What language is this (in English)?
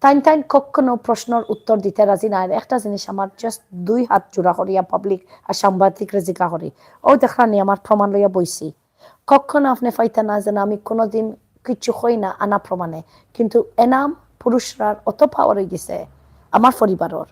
Sylheti